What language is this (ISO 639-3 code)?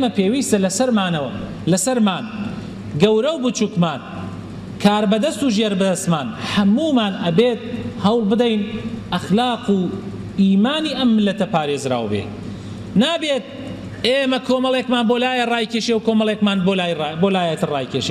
ckb